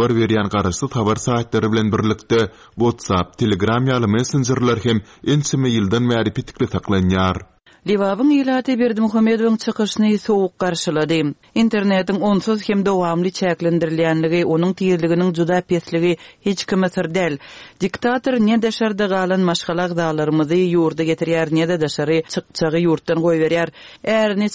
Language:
Turkmen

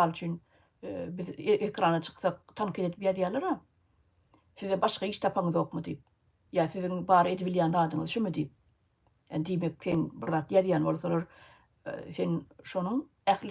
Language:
Turkmen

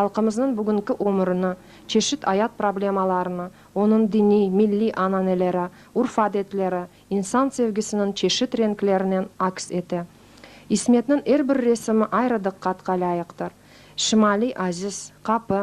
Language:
Crimean Tatar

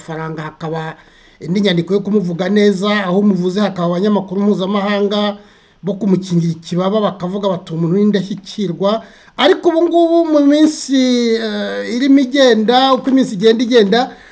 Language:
Kinyarwanda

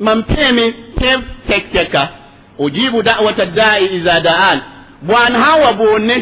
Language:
Mossi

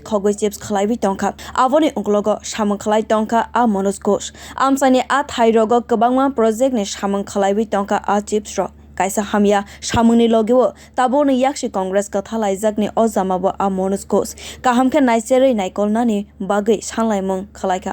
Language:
Kok Borok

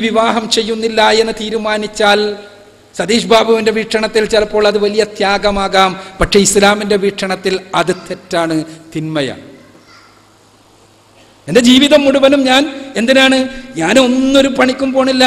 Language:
Malayalam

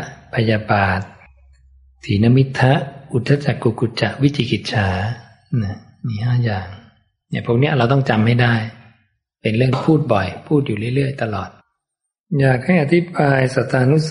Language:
Thai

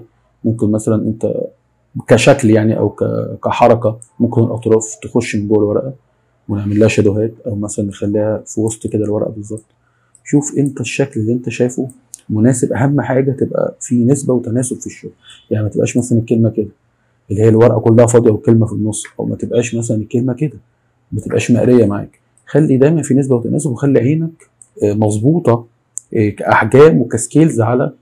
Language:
Egyptian Arabic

